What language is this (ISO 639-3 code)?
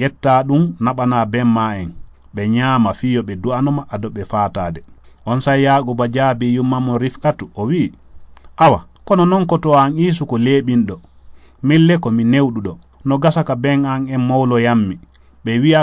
ful